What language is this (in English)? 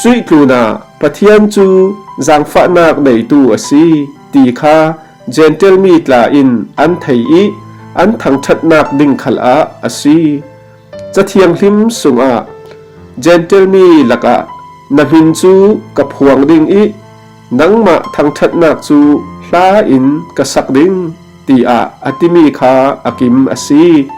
Falam Chin